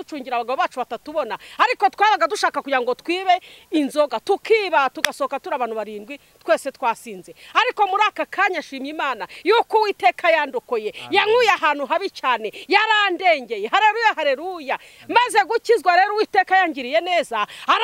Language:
Kinyarwanda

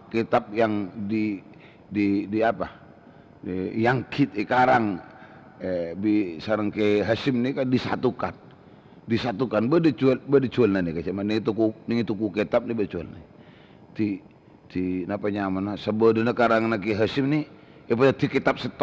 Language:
Madurese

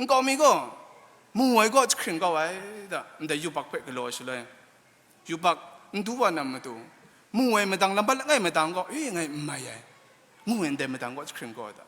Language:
Kachin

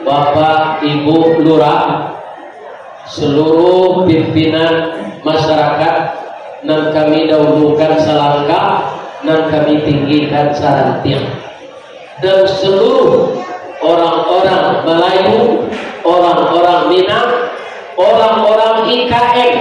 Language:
Minangkabau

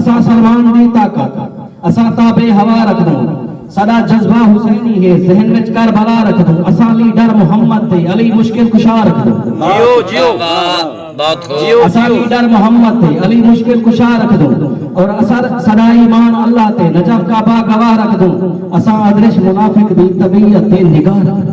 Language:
Saraiki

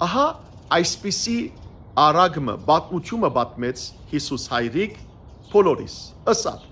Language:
Western Armenian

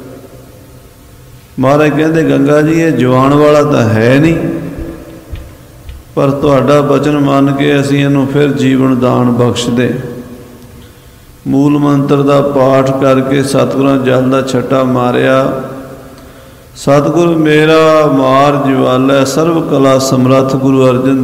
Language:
Punjabi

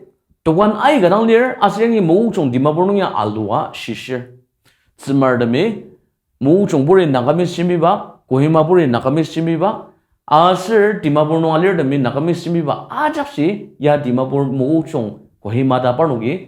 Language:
Ao Naga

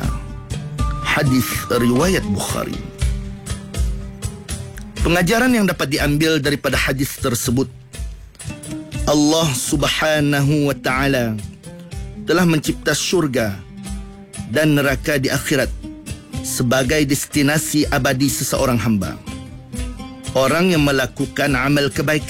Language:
Malay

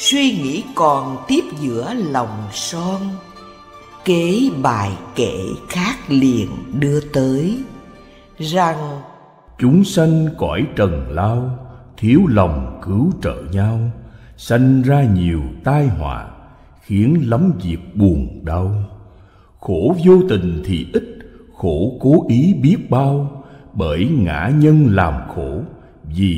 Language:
Vietnamese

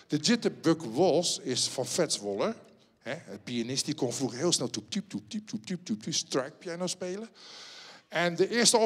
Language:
Dutch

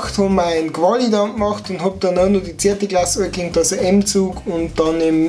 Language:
Bavarian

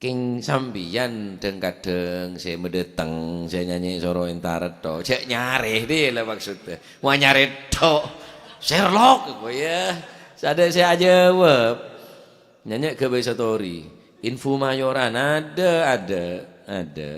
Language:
Madurese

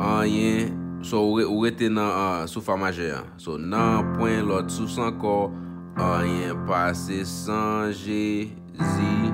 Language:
Haitian Creole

